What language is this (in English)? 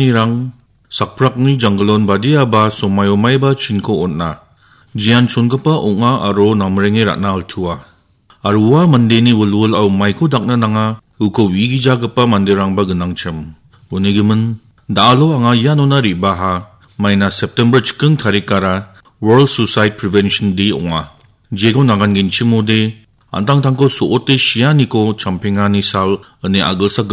Garo